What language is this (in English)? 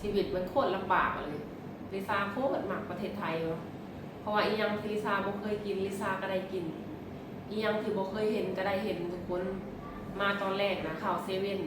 Lao